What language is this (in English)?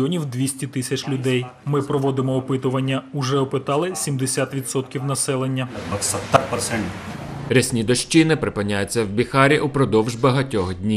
Ukrainian